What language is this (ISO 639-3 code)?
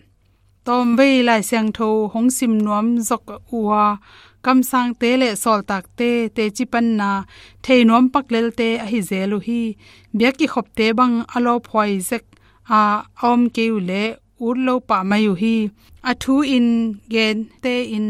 ctd